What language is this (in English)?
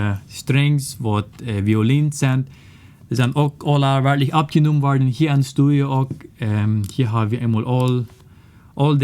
Plautdietsch